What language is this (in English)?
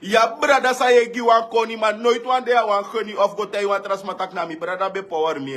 Sranan Tongo